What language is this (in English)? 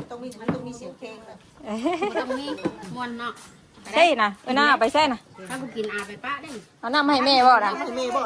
Northeastern Thai